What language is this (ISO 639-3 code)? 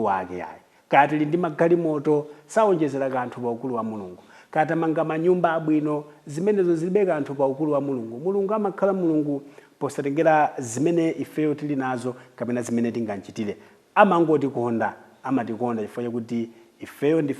nya